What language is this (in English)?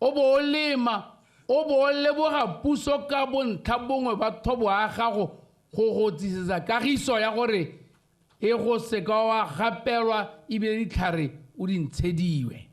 Tswana